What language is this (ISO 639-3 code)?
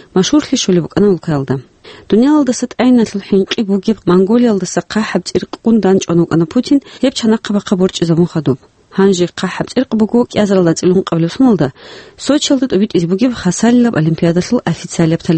ava